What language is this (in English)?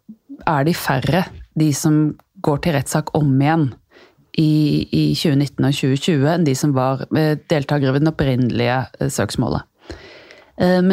Norwegian